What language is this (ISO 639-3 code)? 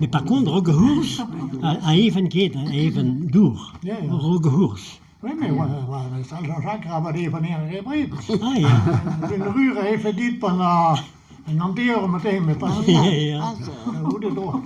bre